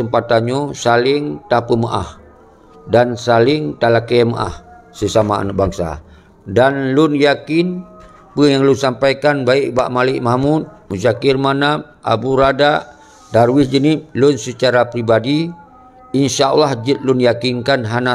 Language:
Achinese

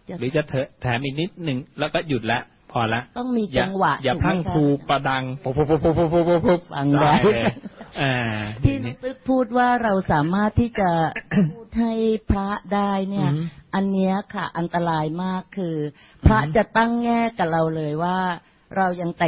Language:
Thai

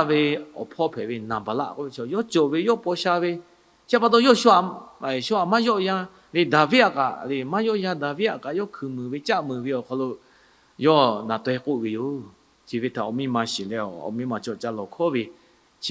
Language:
Lahu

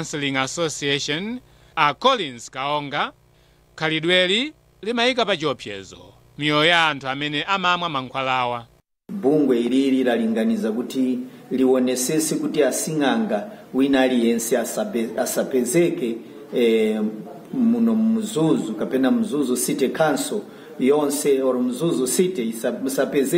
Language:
Nyanja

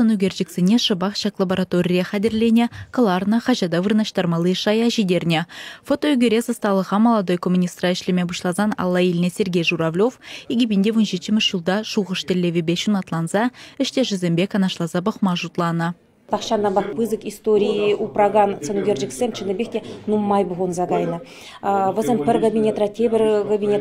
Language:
Chuvash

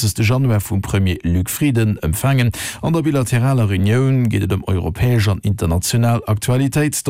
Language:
Luxembourgish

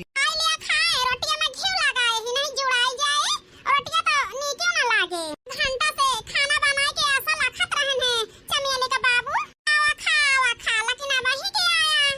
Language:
Awadhi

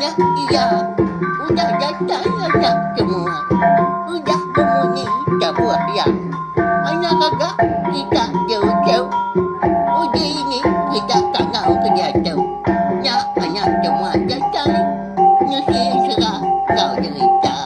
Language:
Iban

